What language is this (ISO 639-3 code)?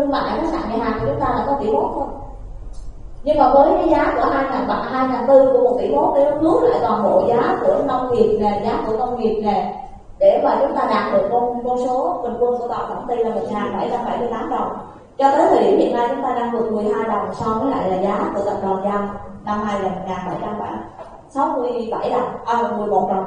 vie